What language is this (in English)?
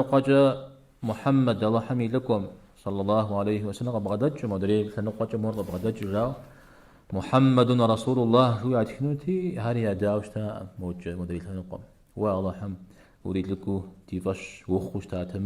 Kabardian